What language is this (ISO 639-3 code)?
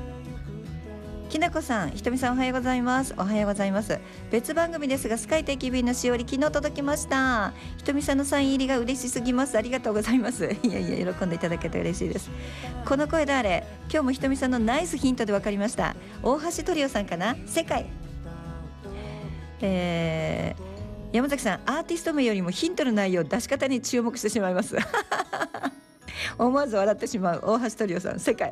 jpn